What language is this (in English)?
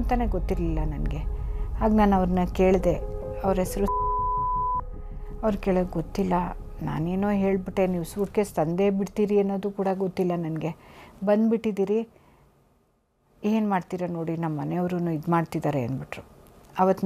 Kannada